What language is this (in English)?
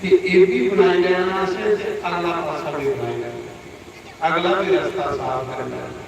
Dogri